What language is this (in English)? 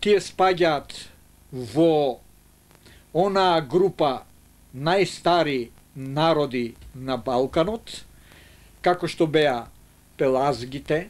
Macedonian